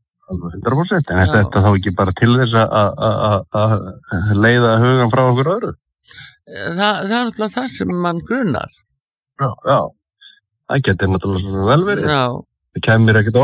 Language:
Icelandic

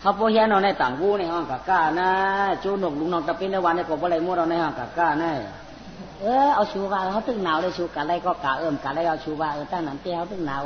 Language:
Shan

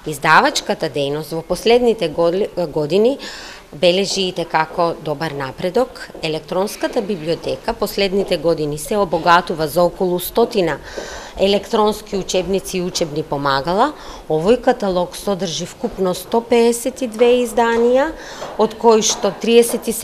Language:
Macedonian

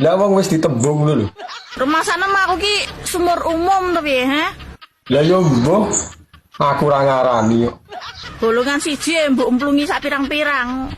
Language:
Javanese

